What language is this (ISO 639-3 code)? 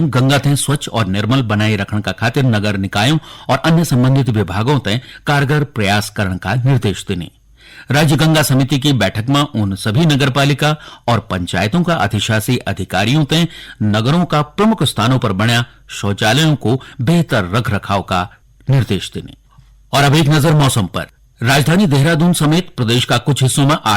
gbm